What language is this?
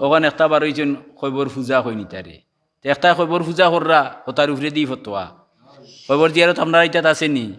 Sylheti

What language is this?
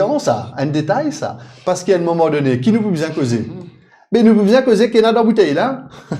Morisyen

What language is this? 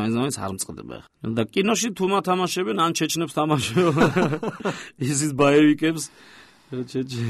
Georgian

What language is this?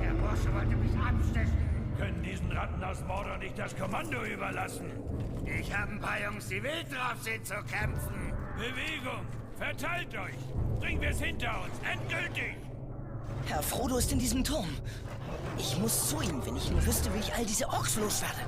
Bavarian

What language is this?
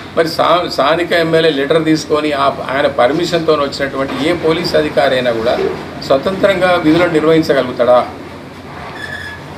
Telugu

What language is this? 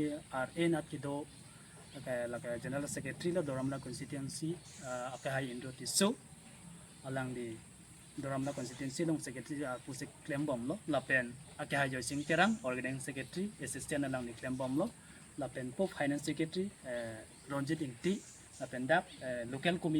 Karbi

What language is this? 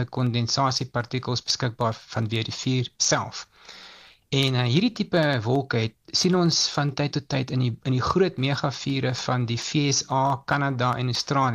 Afrikaans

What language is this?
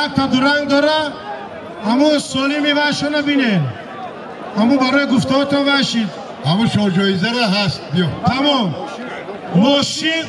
Tajik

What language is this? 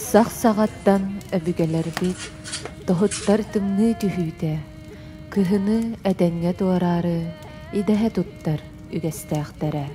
Yakut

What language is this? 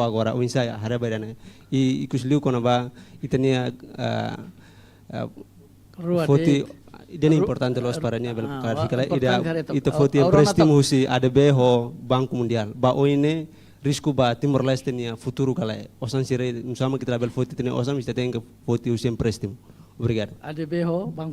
Tetum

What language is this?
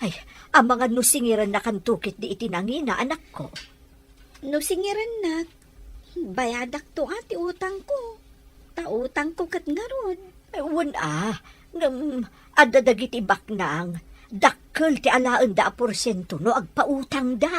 Iloko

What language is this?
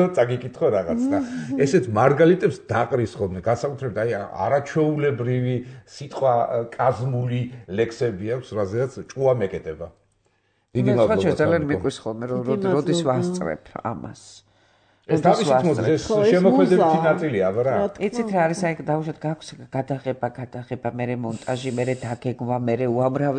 Georgian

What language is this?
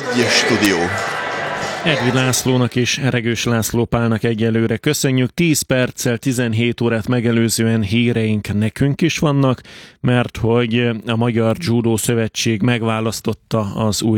Hungarian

